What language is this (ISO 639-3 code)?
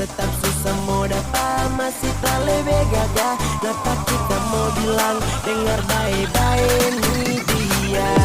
xmm